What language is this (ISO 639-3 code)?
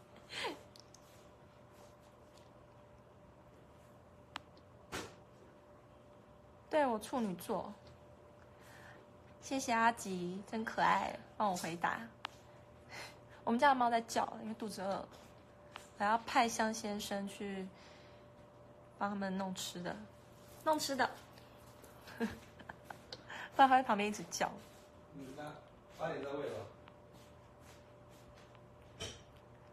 zho